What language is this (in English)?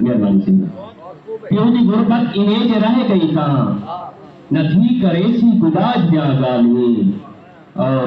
Saraiki